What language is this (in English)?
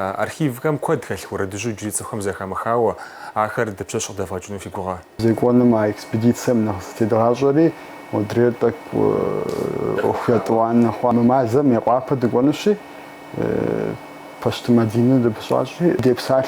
Kabardian